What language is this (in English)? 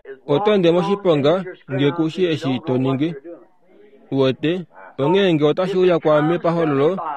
Kuanyama